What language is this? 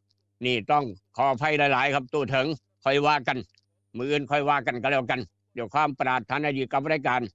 Northeastern Thai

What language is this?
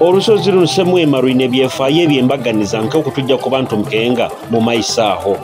Nyoro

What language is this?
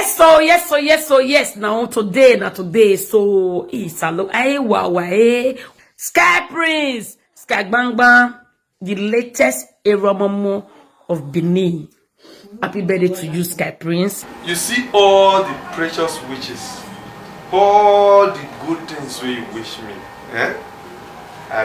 Nigerian Pidgin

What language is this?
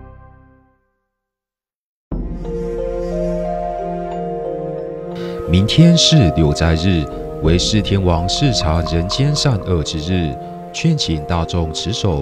Chinese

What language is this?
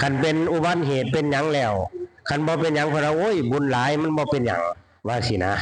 Northeastern Thai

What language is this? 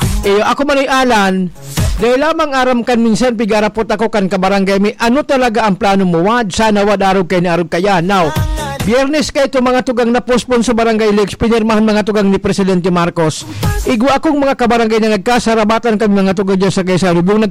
Bikol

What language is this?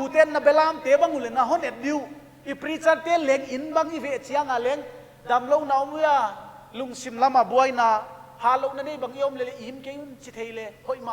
Paite Chin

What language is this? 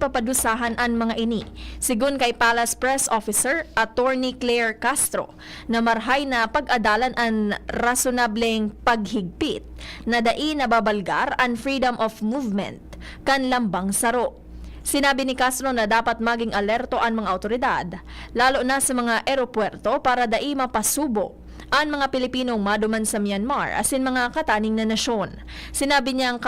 Bikol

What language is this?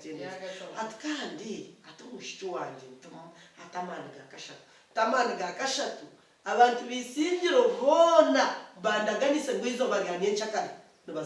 Nyankole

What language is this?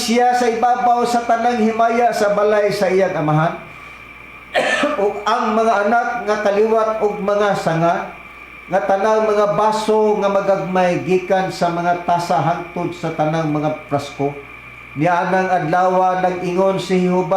Cebuano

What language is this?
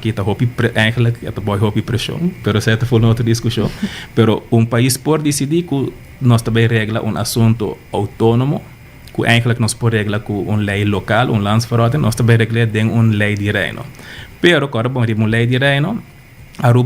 Papiamento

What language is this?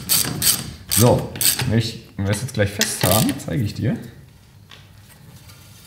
German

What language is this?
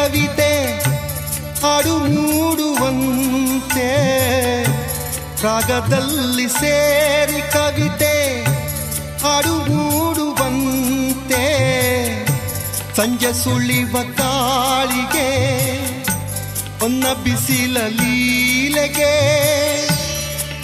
Kannada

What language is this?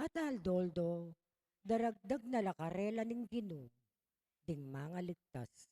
Pampanga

